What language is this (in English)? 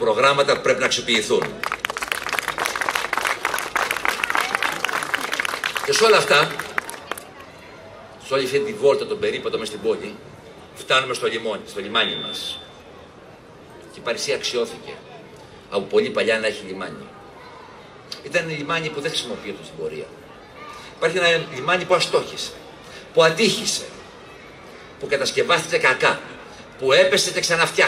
Greek